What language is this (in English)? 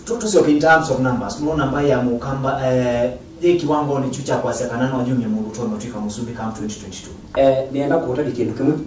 Kamba